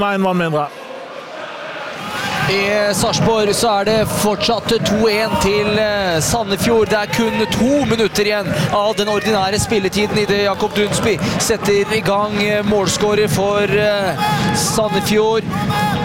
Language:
Norwegian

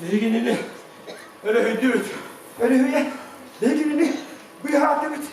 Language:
Yakut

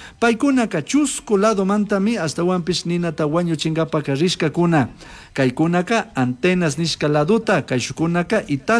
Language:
Chimborazo Highland Quichua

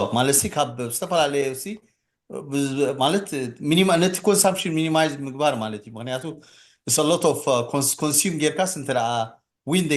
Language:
Tigrinya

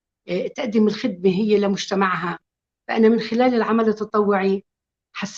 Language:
North Levantine Arabic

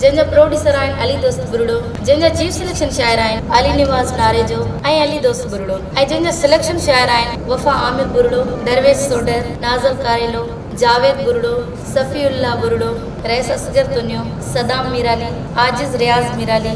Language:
Sindhi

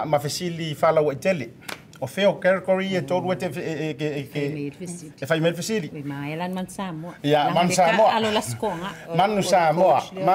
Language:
Samoan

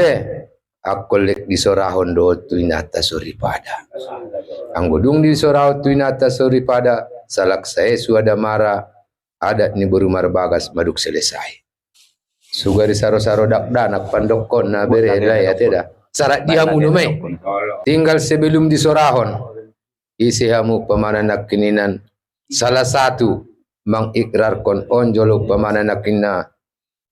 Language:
Batak Toba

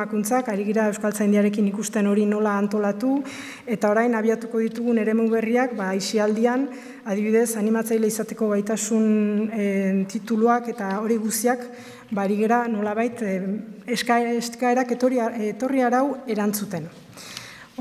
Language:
Basque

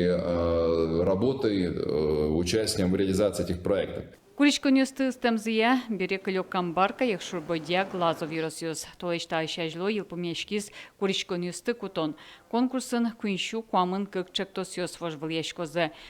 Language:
Udmurt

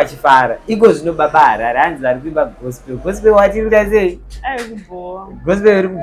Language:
Shona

